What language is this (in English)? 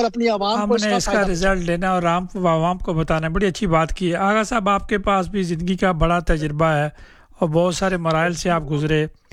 Urdu